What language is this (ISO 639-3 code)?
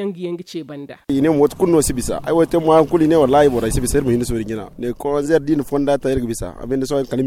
dje